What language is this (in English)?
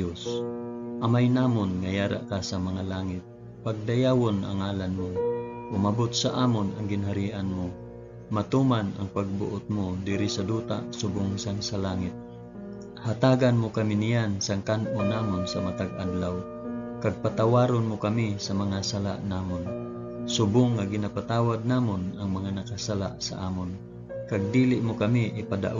Hiligaynon